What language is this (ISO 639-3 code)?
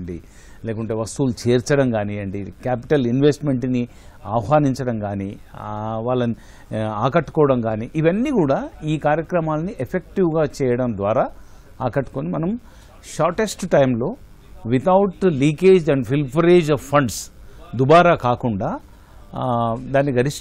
tel